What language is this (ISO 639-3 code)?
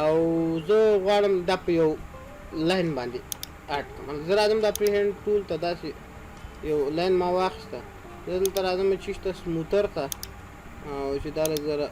pus